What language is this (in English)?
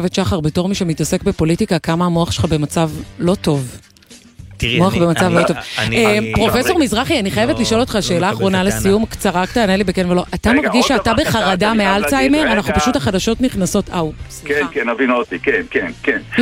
Hebrew